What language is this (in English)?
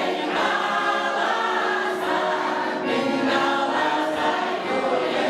Chuvash